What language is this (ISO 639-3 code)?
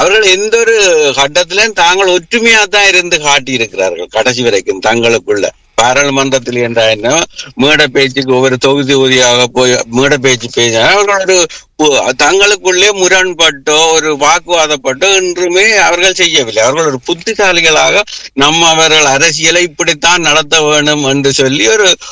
tam